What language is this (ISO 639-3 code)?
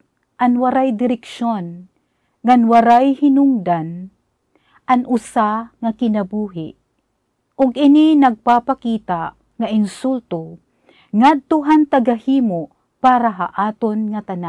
war